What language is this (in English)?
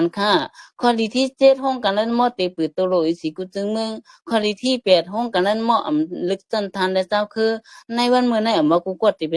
Shan